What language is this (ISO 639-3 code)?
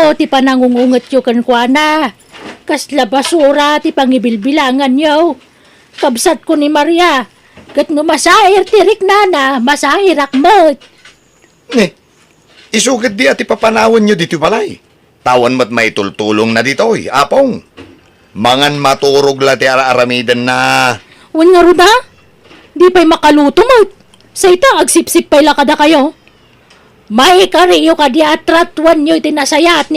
ilo